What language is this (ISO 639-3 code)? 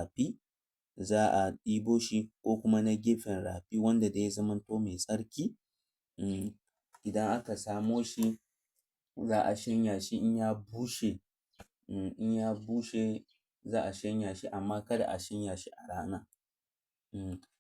hau